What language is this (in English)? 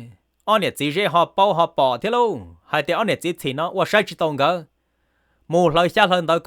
Hmong